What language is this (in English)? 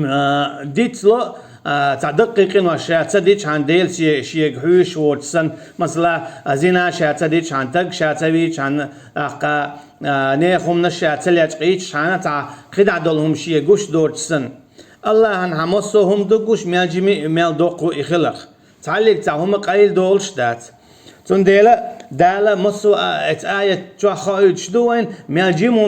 Chechen